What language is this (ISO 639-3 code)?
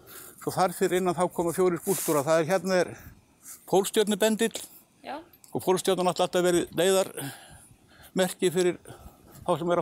isl